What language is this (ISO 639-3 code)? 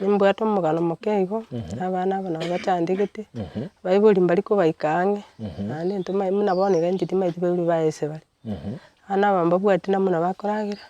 guz